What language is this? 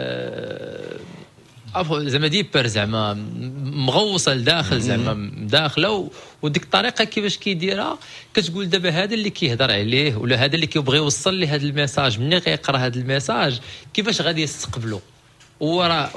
Moroccan Arabic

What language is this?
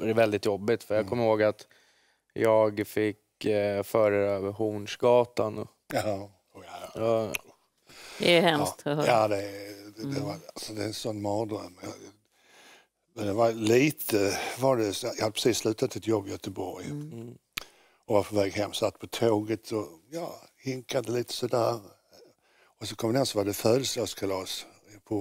Swedish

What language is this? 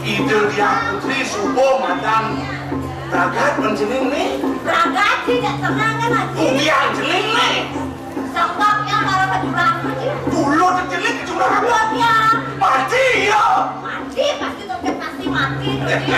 Balinese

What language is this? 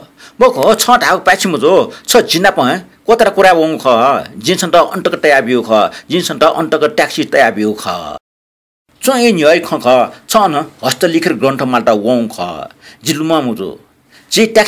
Newari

